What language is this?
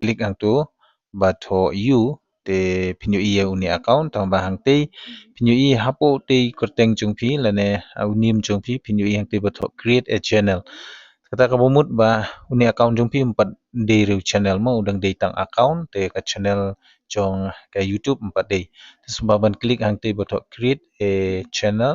Khasi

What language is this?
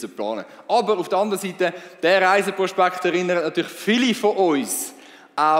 Swiss German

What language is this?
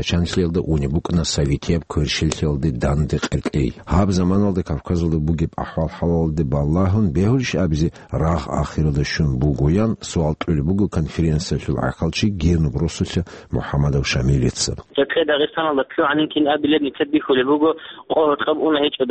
Avaric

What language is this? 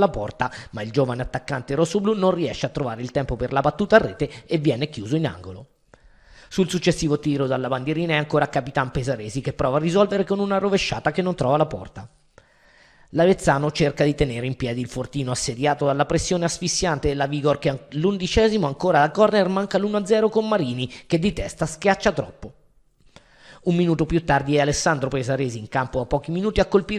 Italian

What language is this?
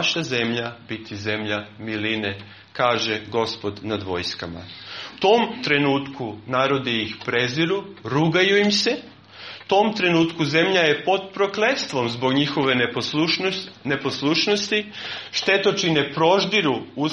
Serbian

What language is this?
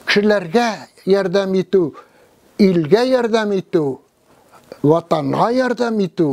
Tatar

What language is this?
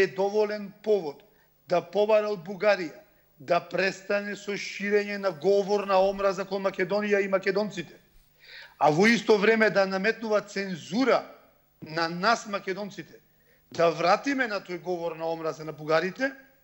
Macedonian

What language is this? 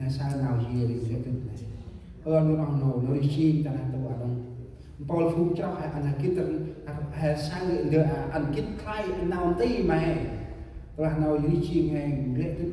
Central Mnong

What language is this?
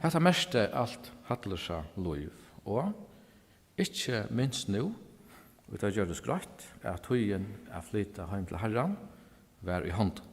Faroese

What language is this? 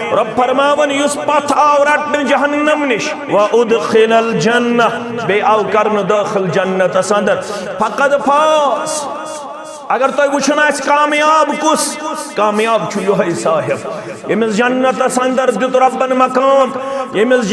Kashmiri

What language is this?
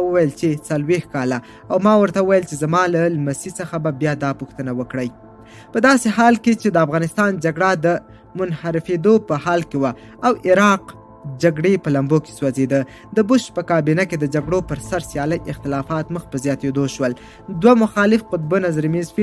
Pashto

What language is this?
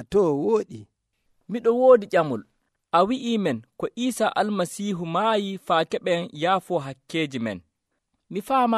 Nigerian Fulfulde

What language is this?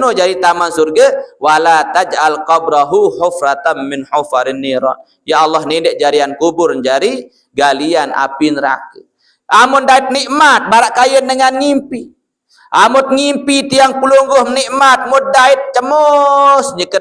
Sasak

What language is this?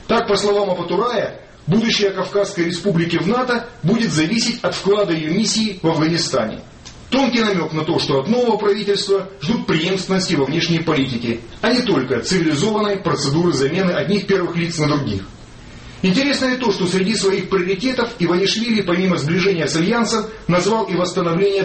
Russian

